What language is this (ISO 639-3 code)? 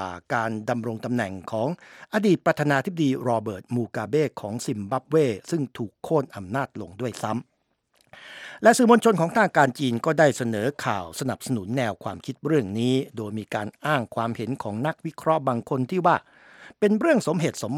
tha